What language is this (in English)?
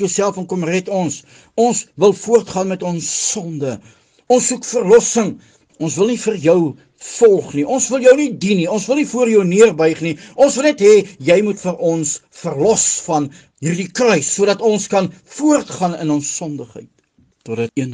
Afrikaans